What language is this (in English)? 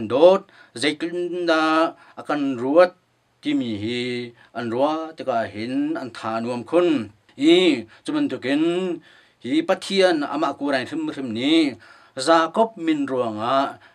Hakha Chin